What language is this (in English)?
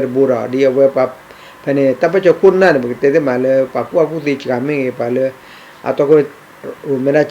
S'gaw Karen